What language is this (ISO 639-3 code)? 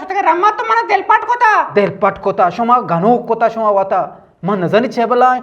bgp